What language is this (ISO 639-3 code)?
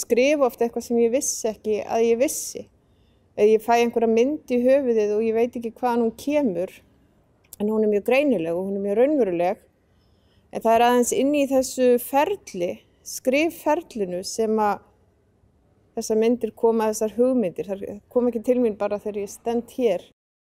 isl